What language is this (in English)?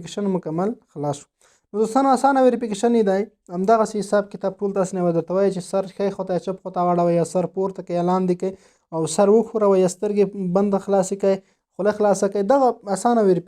Pashto